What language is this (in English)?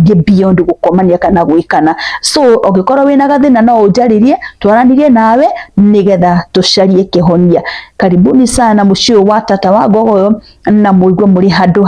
Kikuyu